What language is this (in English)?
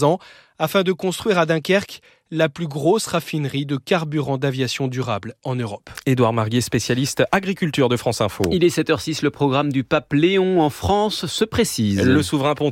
French